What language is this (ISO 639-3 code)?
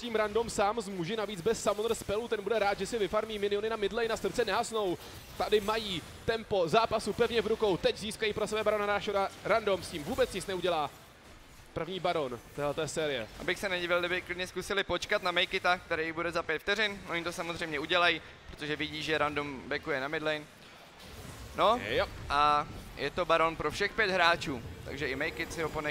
ces